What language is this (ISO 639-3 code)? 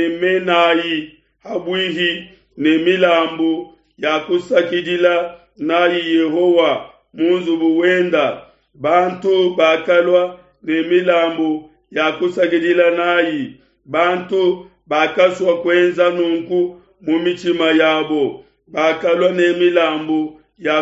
lua